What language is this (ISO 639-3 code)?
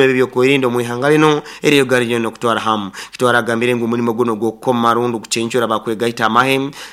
nyo